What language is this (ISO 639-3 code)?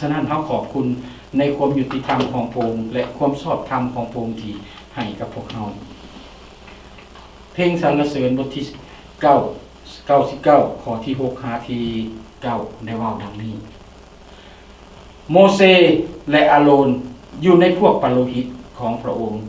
lao